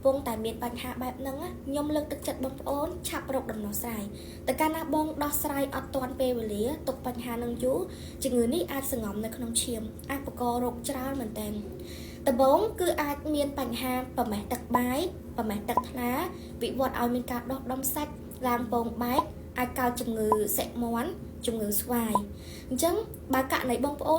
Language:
Khmer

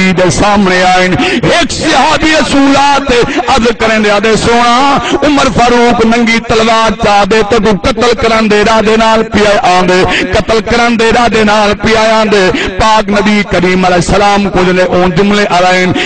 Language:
Saraiki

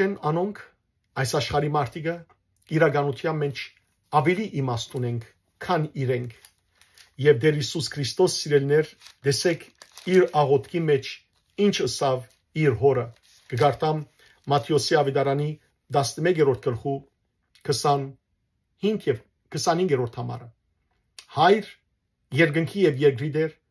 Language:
Western Armenian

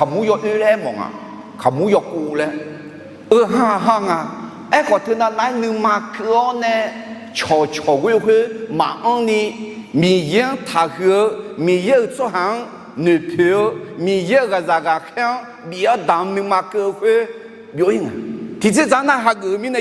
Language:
Akha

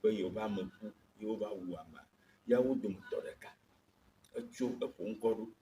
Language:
Ewe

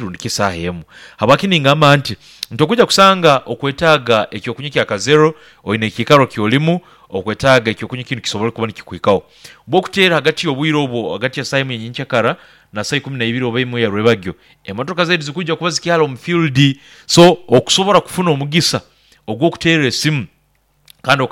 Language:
Nyoro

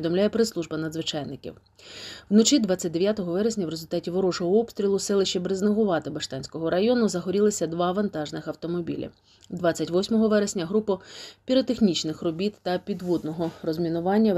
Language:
Ukrainian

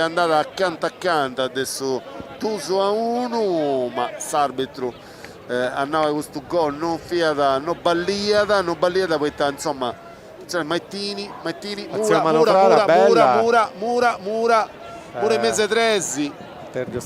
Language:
Sardinian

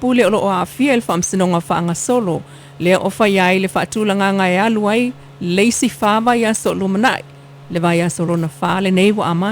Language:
Samoan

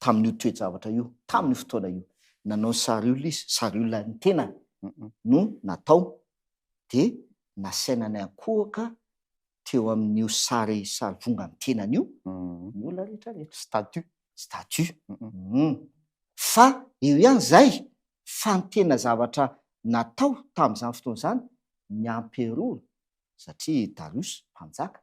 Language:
Malagasy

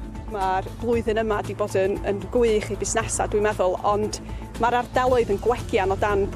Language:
Welsh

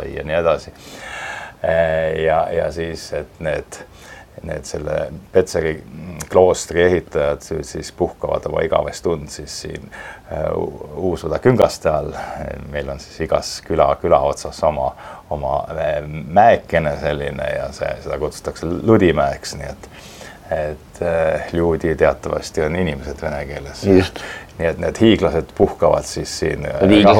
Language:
Estonian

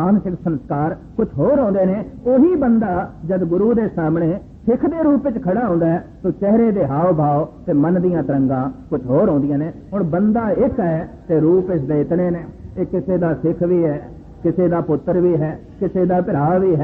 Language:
Punjabi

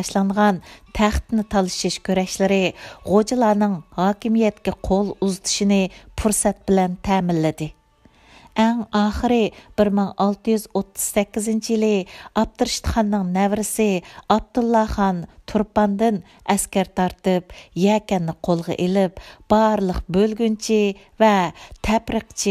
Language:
Uyghur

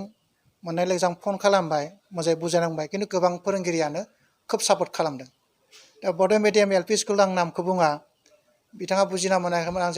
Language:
Bodo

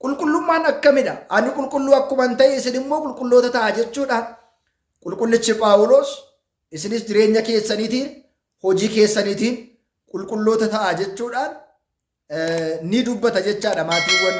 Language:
Oromo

